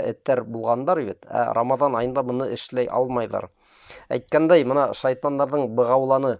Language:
Bashkir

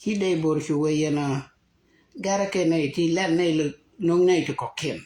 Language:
Nuer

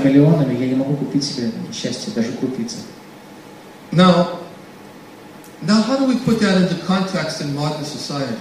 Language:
Russian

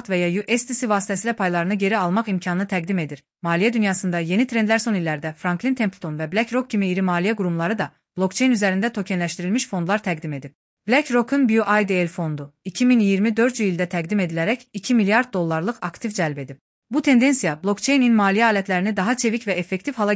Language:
Azerbaijani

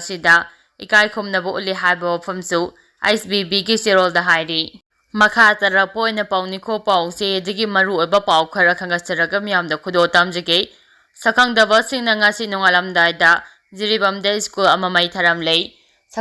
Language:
Manipuri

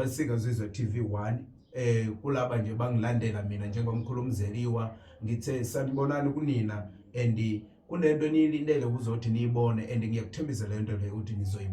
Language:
Zulu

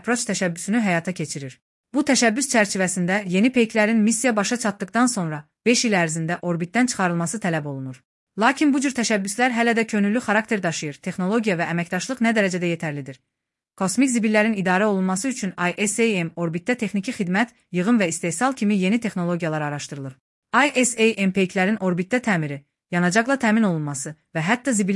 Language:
Azerbaijani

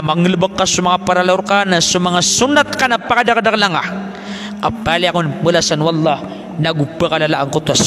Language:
Maranao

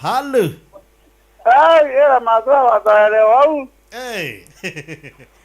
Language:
Meru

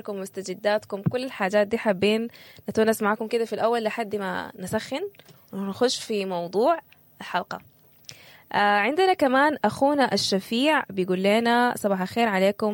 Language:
Sudanese Arabic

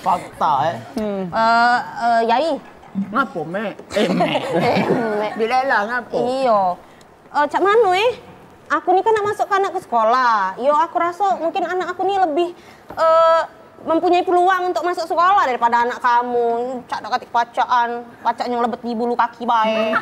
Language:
Musi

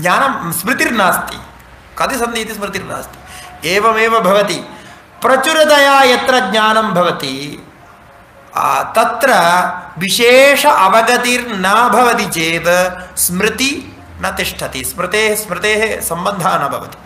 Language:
Sanskrit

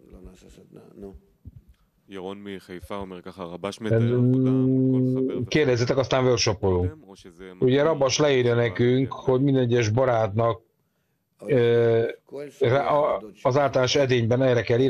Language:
Hungarian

